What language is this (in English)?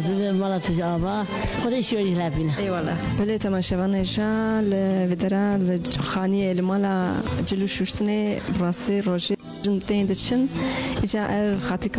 Kurdish